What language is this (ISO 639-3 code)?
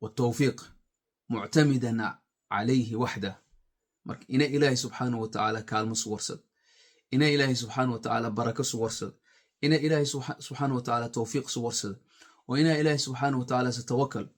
som